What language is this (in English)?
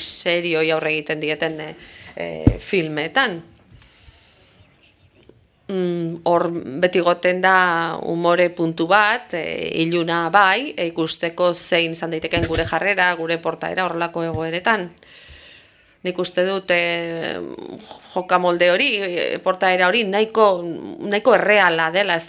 Basque